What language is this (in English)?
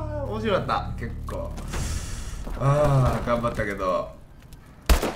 Japanese